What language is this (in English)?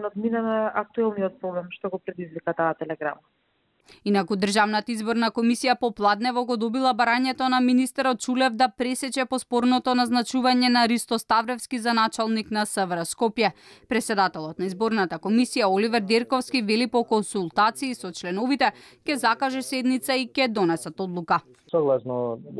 Macedonian